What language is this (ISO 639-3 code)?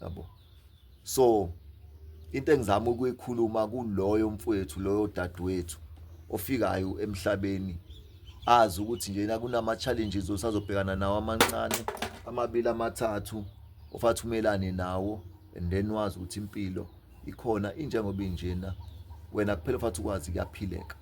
zul